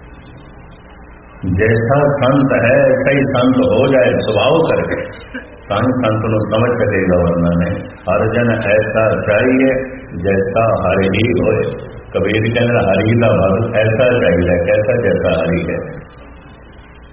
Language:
Punjabi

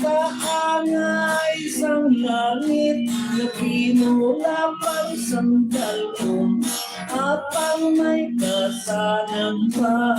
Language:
Hiligaynon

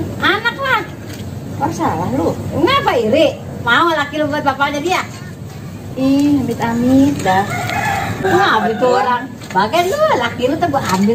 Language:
Betawi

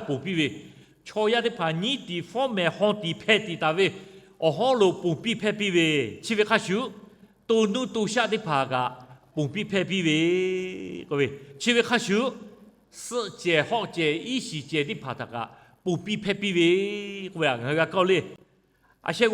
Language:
Lahu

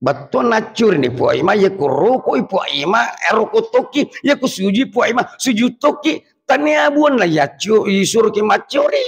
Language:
Buginese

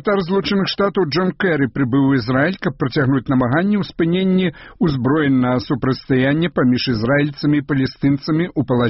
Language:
Belarusian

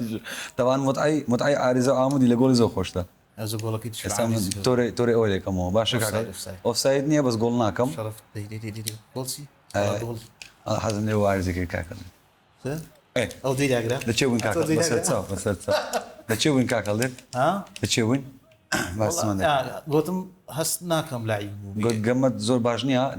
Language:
Central Kurdish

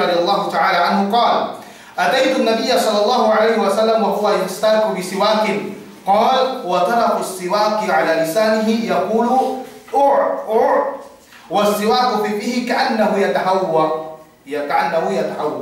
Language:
Yakan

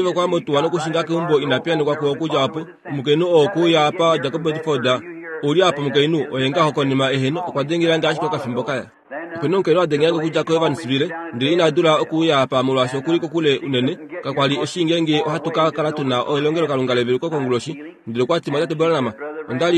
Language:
Kuanyama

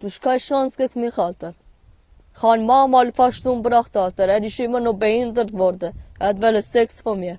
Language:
Swiss German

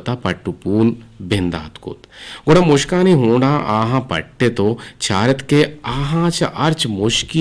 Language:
Eastern Balochi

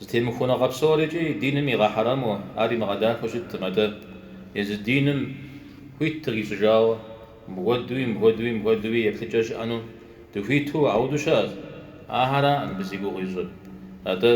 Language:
Kabardian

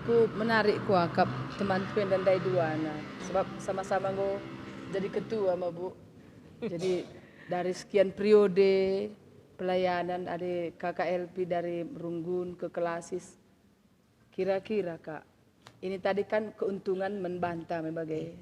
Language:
Batak Karo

